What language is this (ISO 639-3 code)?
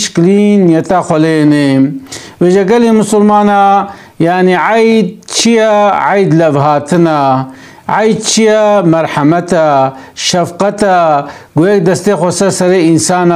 kur